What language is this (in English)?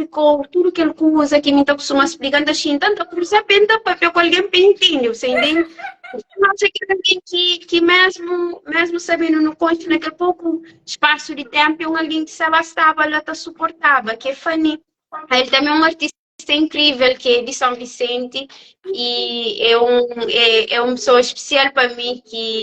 Kabuverdianu